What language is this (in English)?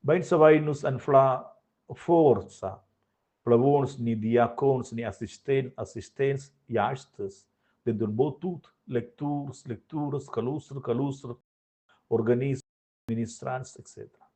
Romansh